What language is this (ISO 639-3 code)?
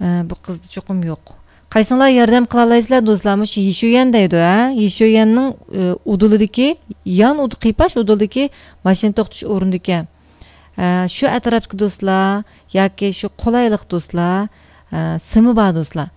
uig